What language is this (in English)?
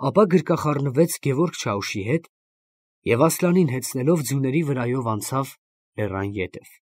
Armenian